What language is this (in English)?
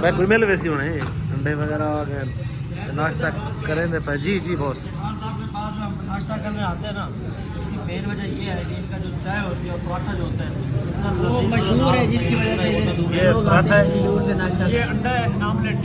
Saraiki